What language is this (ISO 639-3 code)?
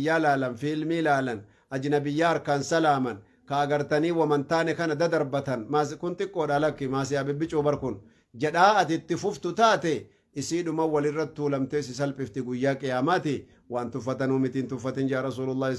orm